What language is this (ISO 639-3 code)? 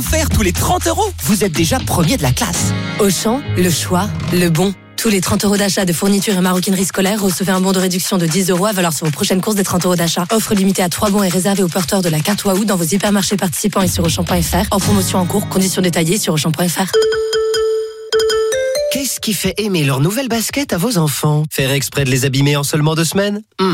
fra